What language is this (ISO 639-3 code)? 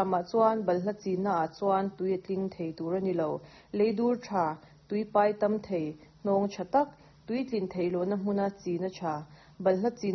lus